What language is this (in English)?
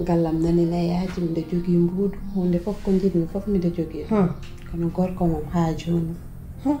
Pular